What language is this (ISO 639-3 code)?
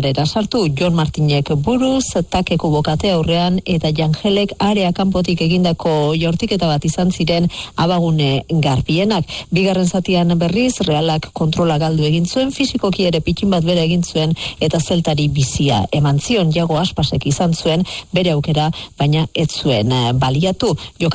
eus